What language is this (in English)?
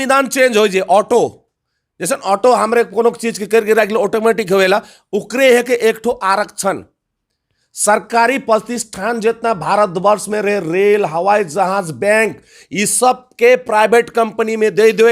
Sadri